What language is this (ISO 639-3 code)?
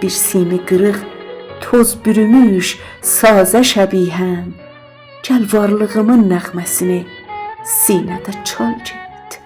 azb